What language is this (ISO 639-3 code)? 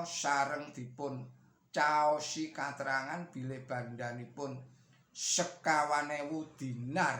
jav